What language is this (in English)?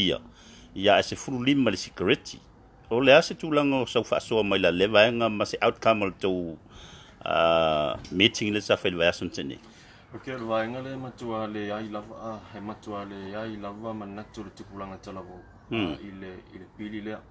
Samoan